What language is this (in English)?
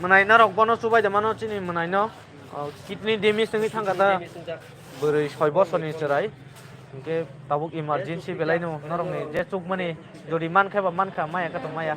Kok Borok